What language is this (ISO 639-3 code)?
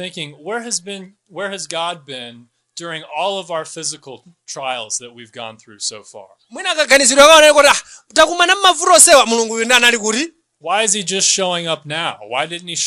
nya